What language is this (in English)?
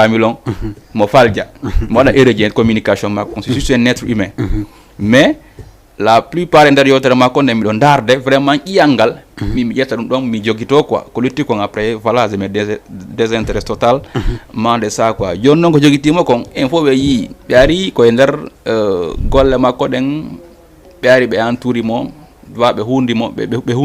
Fula